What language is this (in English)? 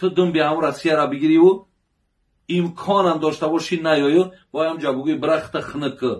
Tajik